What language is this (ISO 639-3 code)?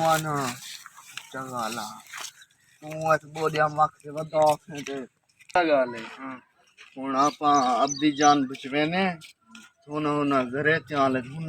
skr